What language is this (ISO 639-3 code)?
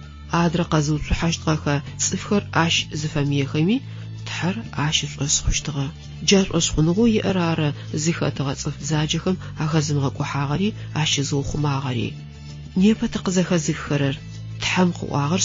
ady